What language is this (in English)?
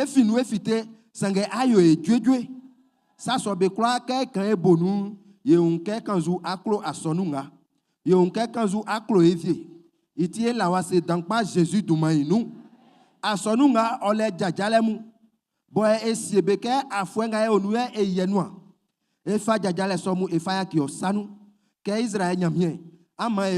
Baoulé